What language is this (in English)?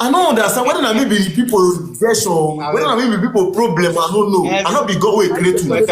Nigerian Pidgin